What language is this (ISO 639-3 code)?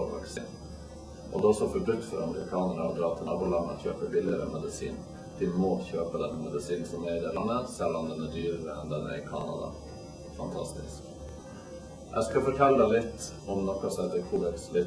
nor